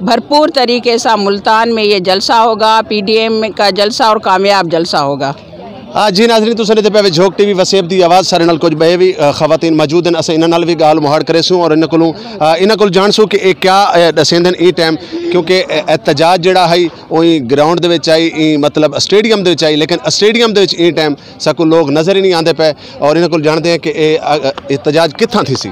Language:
Saraiki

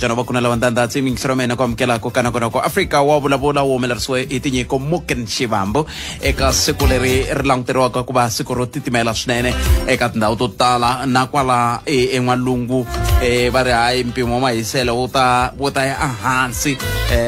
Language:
Tsonga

